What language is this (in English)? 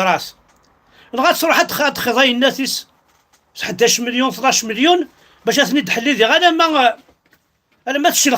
Kabyle